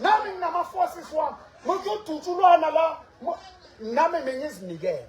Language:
Southern Sotho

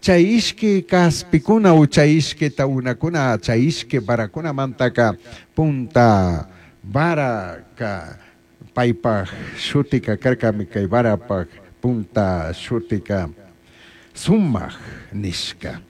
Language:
Chimborazo Highland Quichua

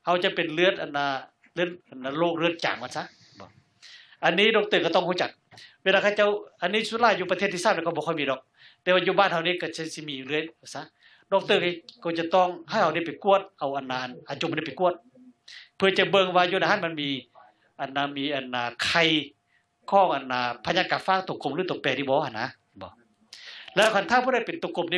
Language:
Lao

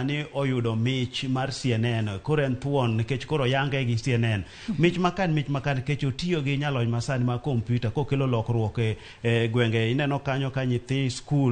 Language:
Luo (Kenya and Tanzania)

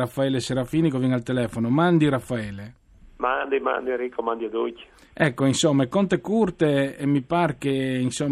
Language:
Friulian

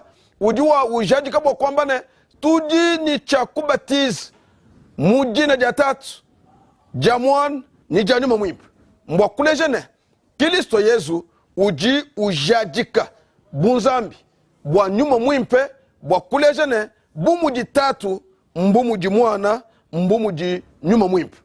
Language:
Luba-Lulua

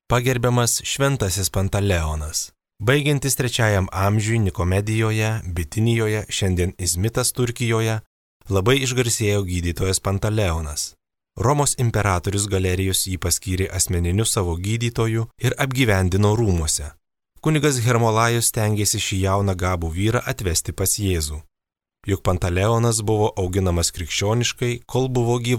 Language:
Lithuanian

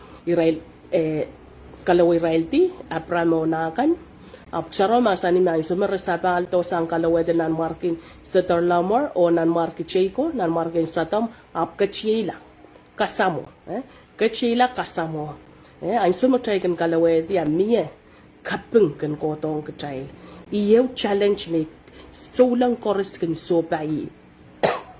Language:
Pohnpeian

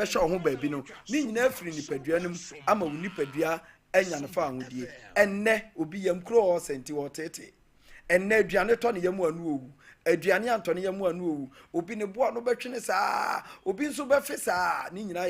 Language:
Akan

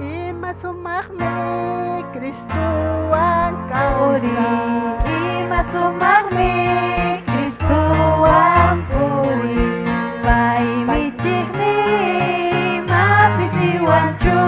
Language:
Ayacucho Quechua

